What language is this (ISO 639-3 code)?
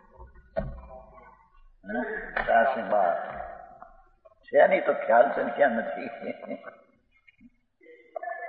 guj